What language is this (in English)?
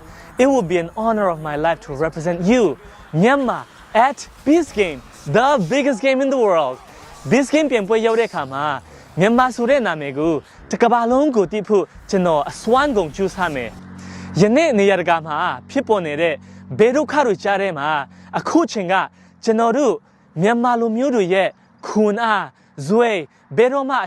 Falam Chin